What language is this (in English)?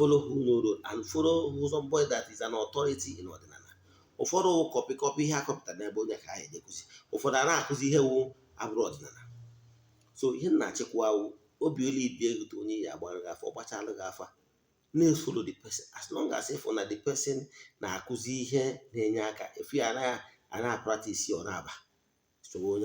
Igbo